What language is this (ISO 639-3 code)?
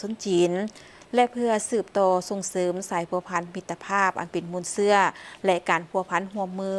lao